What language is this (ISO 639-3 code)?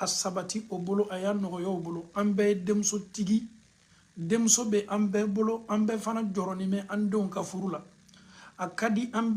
bam